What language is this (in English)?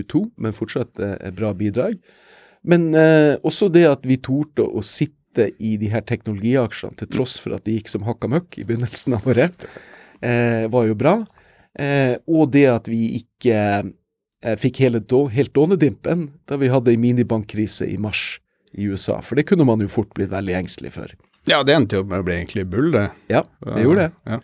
Norwegian